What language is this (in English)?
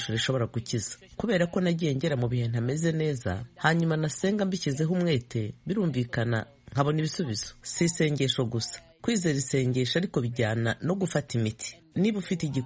Kinyarwanda